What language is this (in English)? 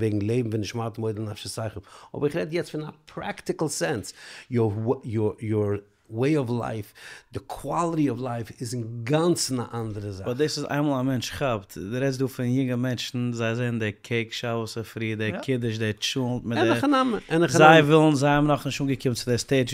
Yiddish